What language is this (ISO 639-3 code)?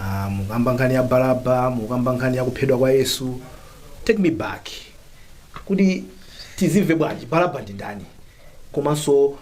nya